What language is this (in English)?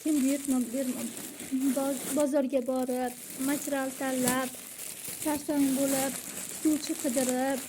Uzbek